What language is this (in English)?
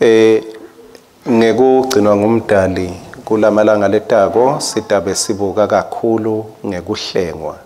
Swati